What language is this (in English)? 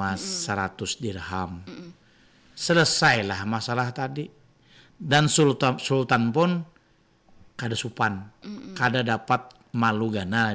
Banjar